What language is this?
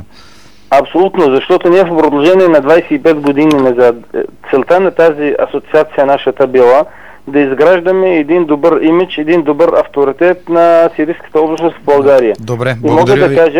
Bulgarian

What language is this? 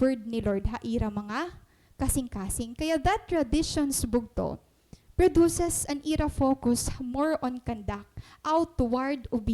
Waray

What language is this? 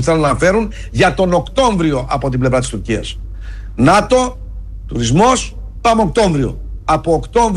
Greek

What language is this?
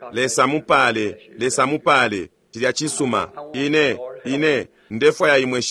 Bemba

